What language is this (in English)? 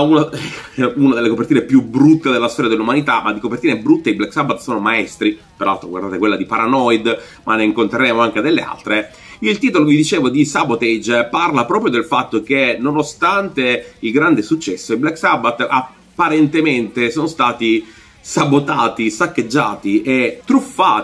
Italian